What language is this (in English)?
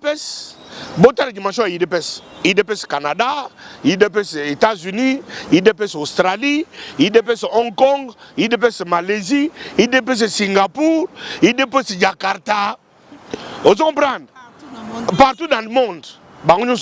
Lingala